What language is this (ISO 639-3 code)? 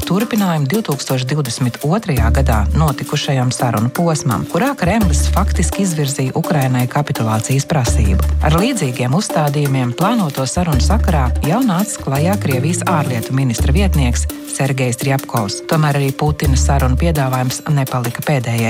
lav